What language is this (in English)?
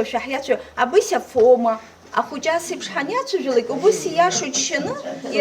Abkhazian